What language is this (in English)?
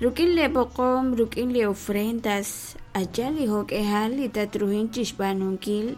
Kekchí